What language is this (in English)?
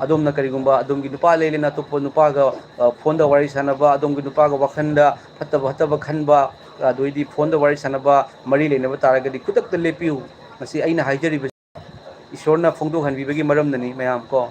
Manipuri